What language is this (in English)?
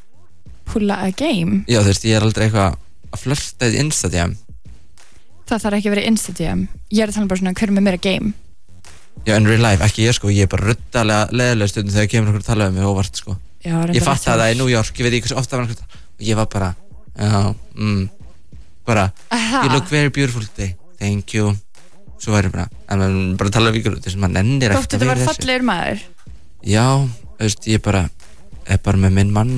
Icelandic